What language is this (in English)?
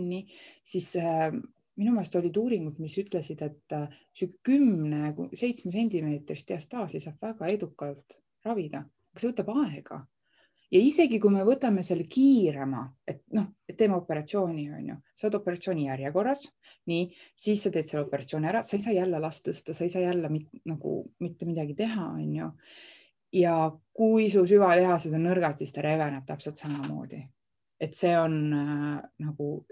Estonian